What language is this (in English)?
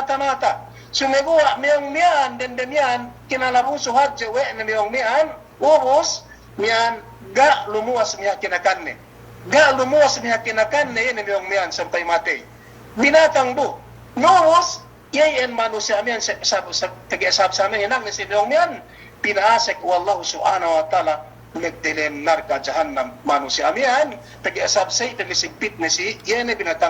Yakan